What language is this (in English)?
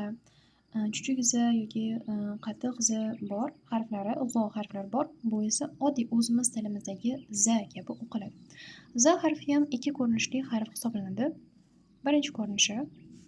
Uzbek